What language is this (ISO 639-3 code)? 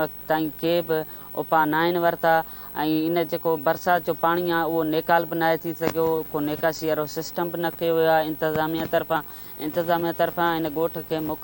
snd